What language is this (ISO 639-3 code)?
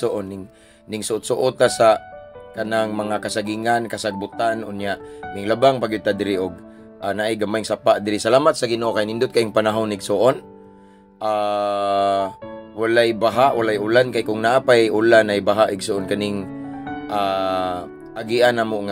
ceb